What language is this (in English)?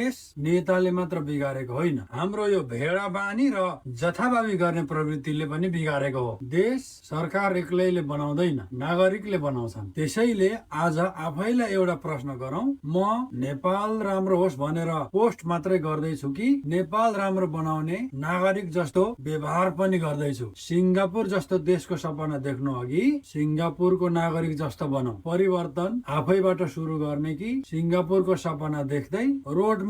Nepali